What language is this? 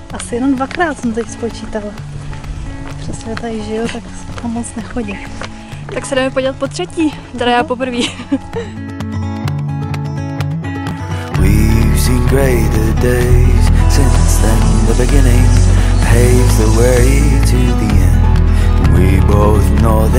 Czech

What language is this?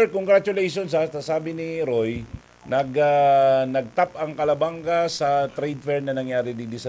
Bikol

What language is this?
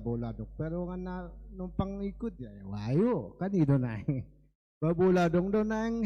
Batak Toba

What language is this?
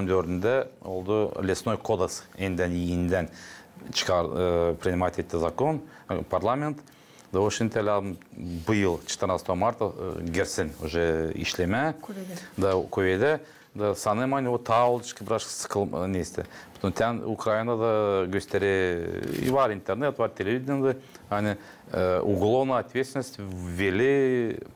Gagauz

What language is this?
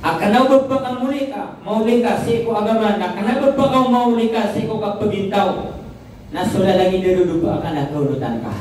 Maranao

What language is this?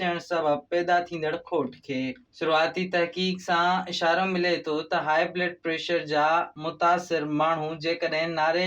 Sindhi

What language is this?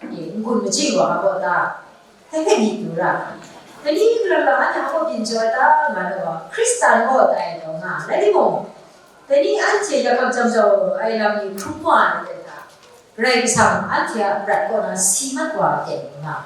Kachin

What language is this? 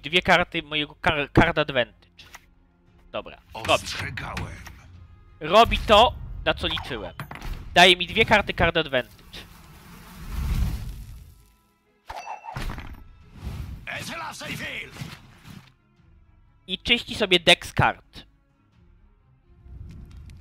Polish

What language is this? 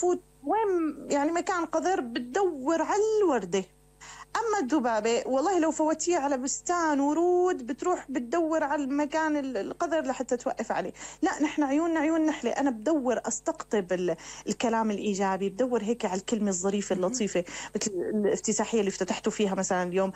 North Levantine Arabic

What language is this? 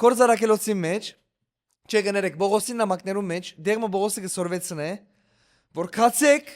Western Armenian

